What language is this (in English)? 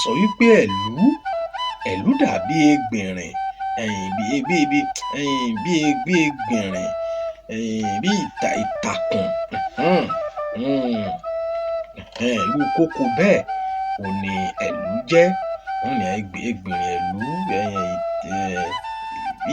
Yoruba